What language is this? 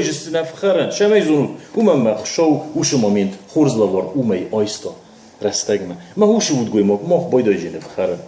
Ossetic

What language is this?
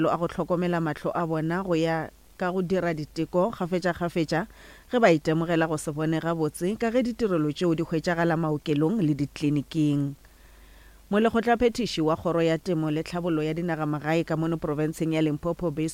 Northern Sotho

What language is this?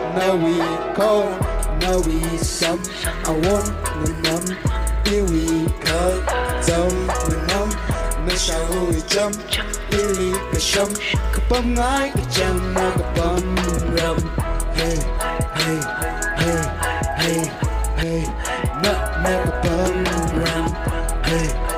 Tangkhul Naga (India)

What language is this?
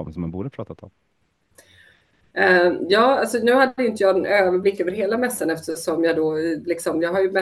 Swedish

